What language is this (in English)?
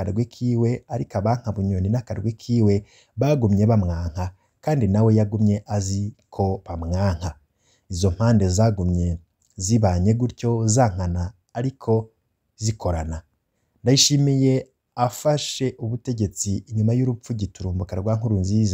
Rundi